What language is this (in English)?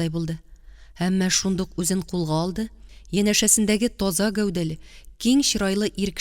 Tatar